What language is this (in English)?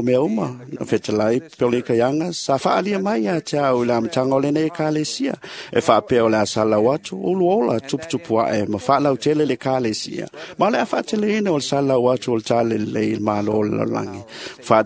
Samoan